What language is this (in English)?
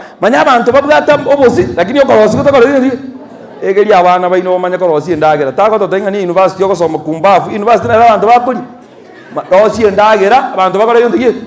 Gusii